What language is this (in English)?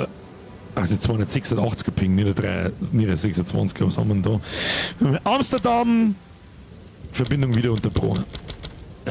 Bavarian